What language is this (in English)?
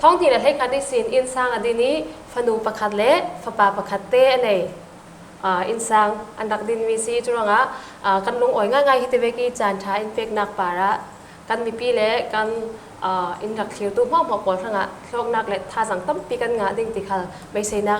Falam Chin